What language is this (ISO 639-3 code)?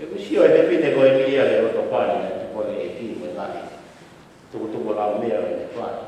ton